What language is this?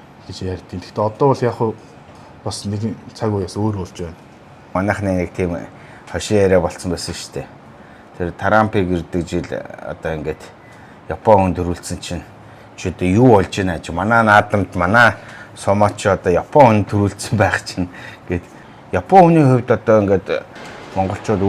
Mongolian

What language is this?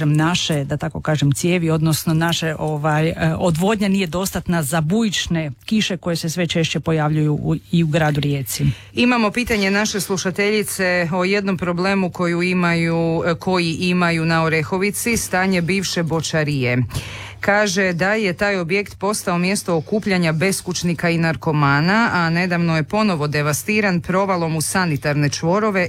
Croatian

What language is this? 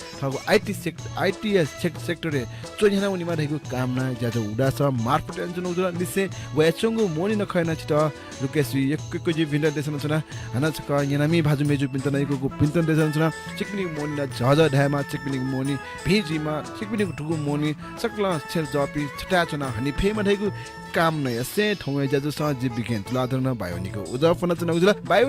Newari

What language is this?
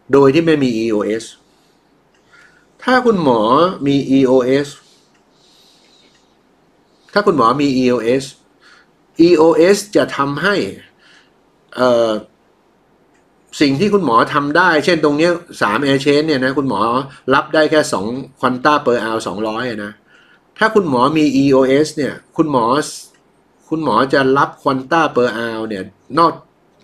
Thai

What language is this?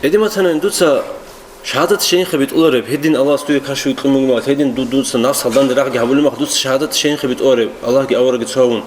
Avaric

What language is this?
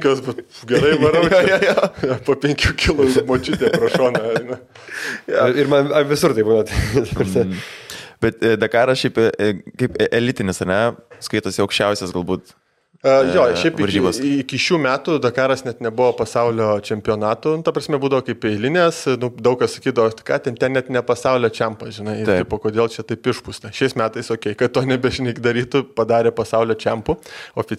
Lithuanian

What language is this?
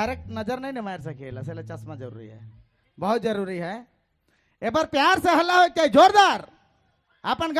Sadri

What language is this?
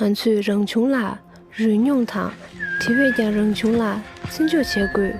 Tibetan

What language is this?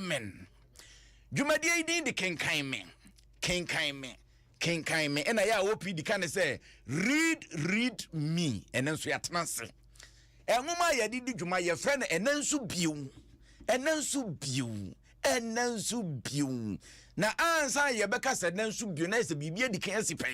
Akan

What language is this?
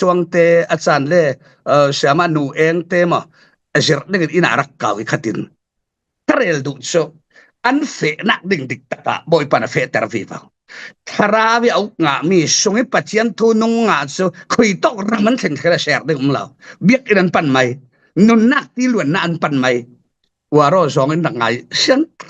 Falam Chin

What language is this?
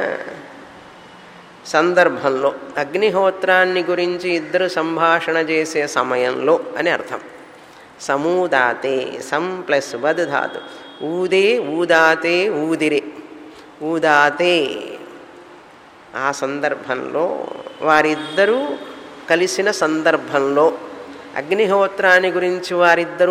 Telugu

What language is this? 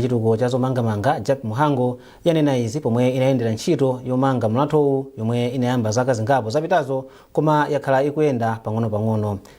Nyanja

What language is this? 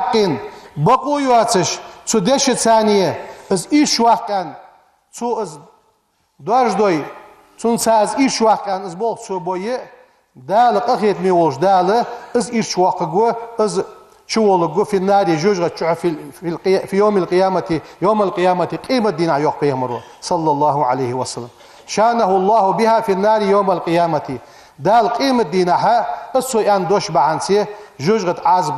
Ingush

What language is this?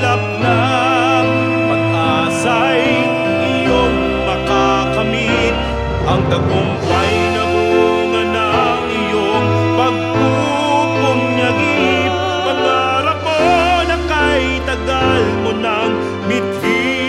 Filipino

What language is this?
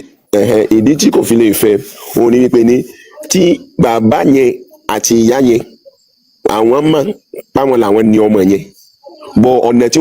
Yoruba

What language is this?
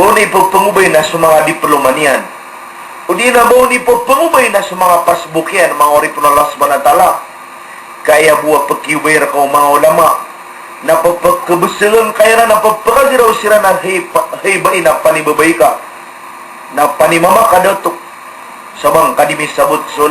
Maranao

